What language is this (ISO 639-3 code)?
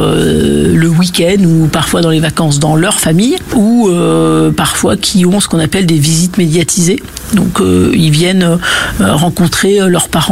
fra